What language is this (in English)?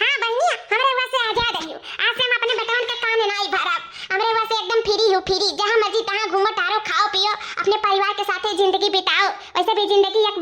Awadhi